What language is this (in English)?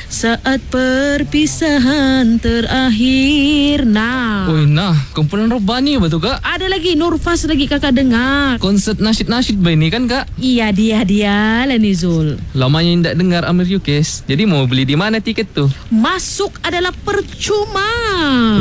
Malay